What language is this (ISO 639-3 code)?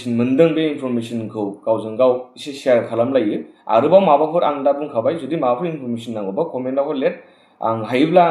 brx